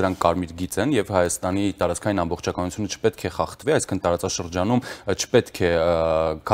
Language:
Armenian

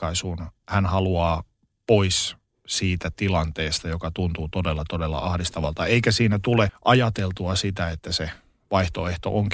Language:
Finnish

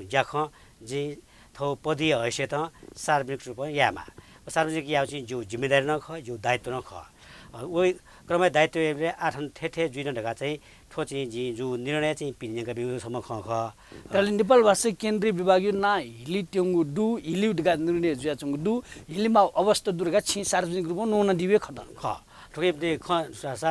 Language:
Newari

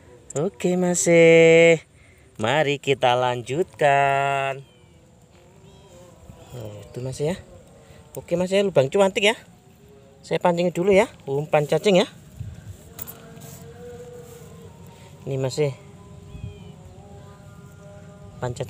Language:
Indonesian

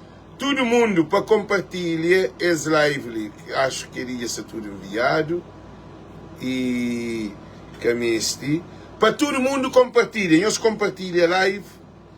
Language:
Kabuverdianu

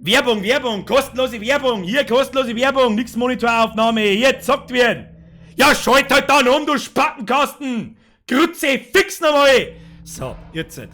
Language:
Bavarian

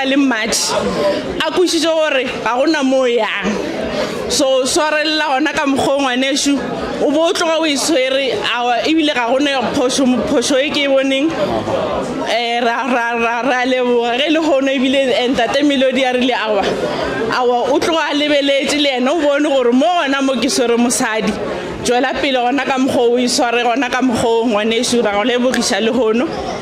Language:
Northern Sotho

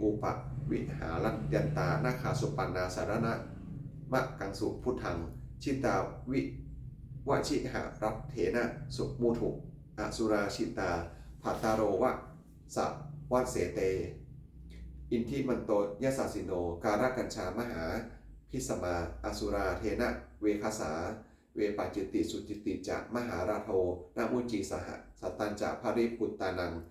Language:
Pali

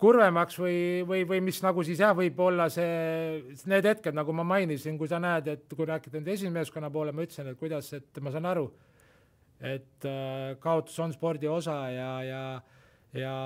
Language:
Estonian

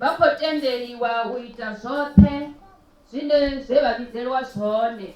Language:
Venda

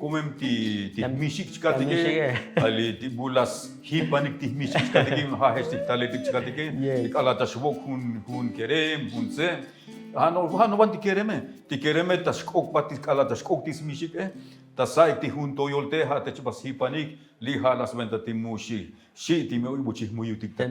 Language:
Tzotzil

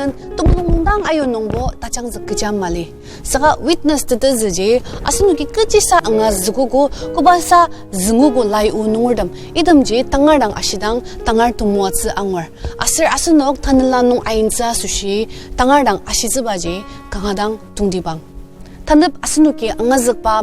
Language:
Ao Naga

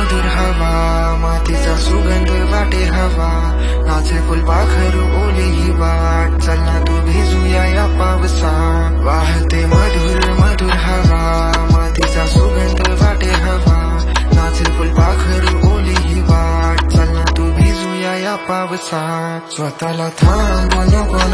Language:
Marathi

